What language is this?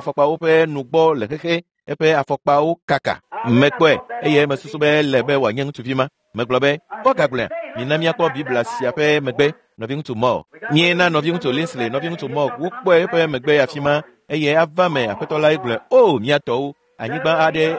Ewe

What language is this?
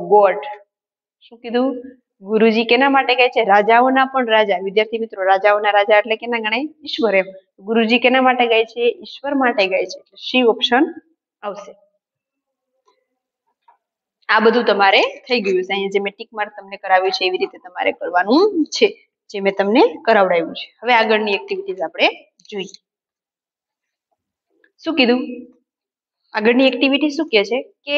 Gujarati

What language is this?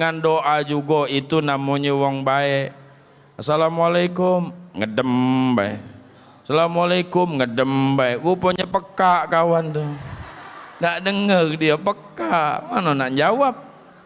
Musi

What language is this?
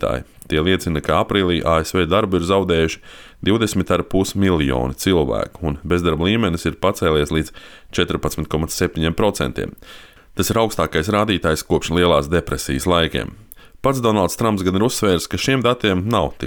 Latvian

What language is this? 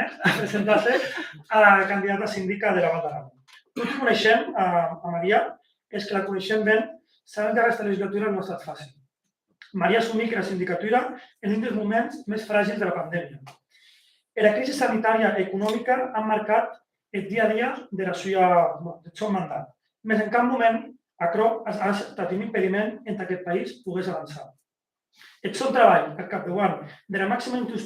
Occitan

